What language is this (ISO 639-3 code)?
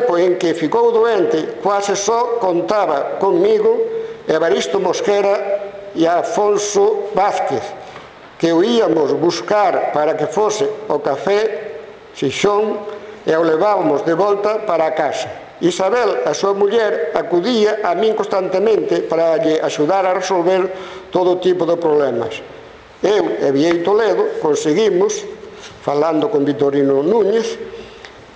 glg